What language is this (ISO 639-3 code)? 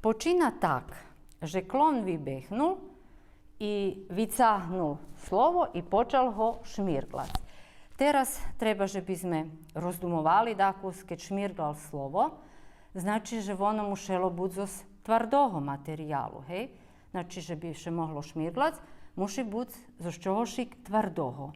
rue